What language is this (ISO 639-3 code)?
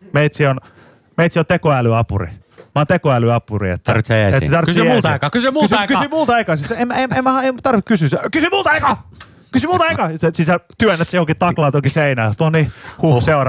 fin